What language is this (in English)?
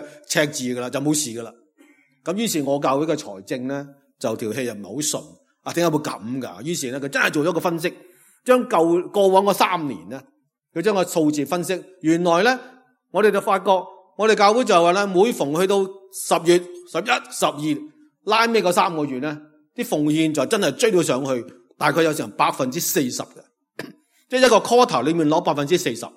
Cantonese